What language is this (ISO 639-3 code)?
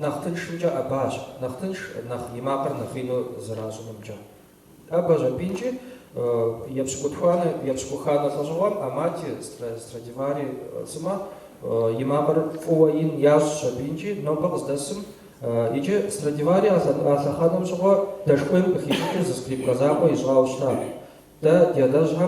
kbd